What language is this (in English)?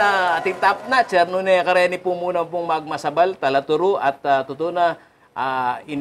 Pampanga